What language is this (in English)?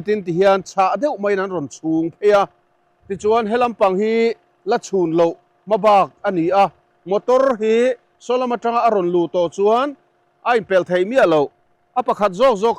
Mizo